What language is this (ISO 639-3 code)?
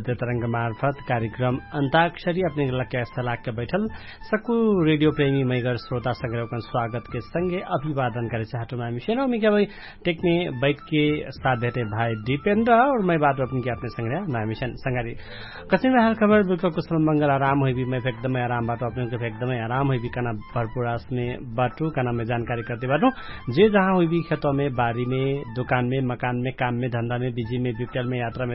thl